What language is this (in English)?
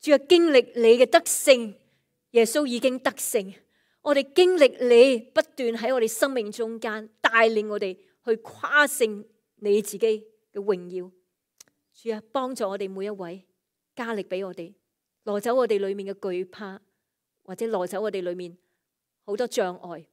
Cantonese